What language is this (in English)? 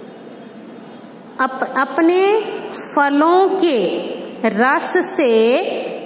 Hindi